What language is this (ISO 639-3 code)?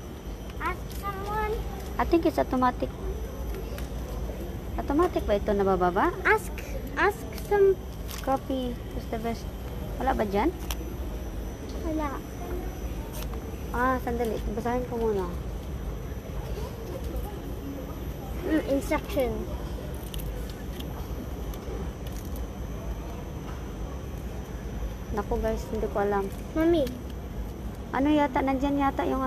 fil